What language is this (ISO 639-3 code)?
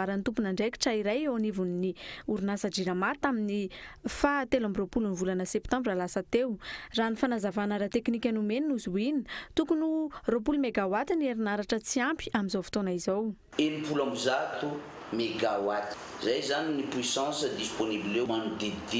mlg